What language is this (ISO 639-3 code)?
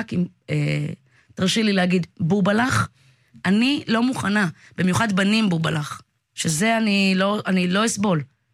heb